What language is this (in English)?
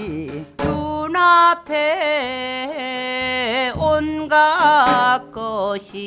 Korean